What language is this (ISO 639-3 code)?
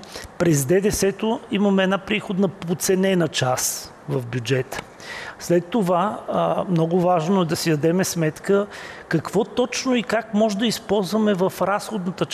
bul